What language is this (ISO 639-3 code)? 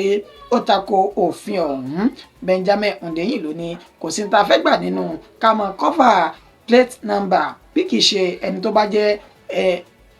yor